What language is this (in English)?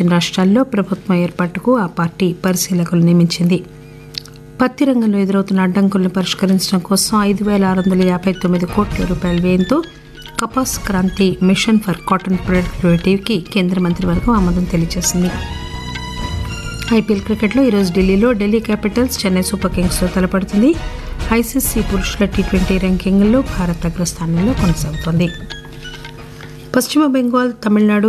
Telugu